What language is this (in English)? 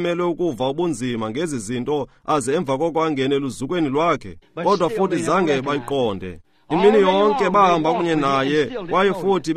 Xhosa